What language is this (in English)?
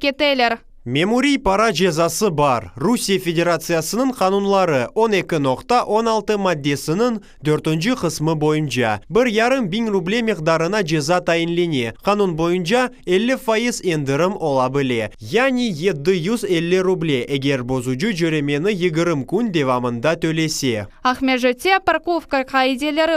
Crimean Tatar